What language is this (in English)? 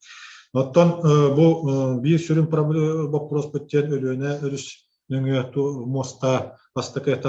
Yakut